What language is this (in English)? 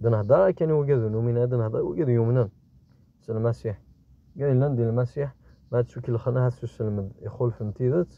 Kabyle